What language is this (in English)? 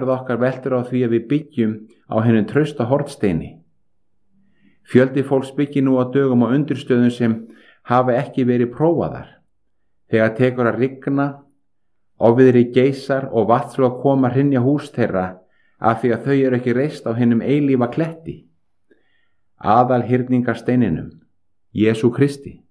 Icelandic